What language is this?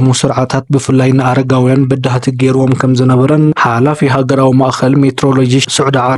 Tigrinya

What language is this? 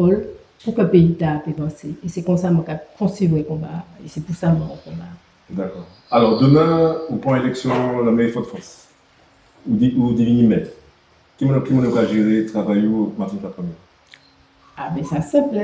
Guadeloupean Creole French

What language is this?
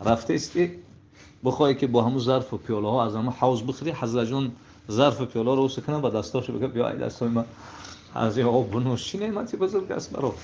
Tajik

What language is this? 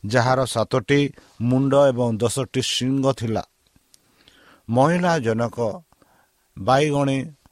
Odia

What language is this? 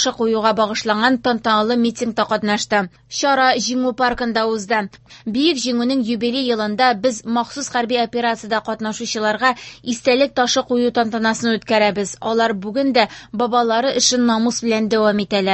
Tatar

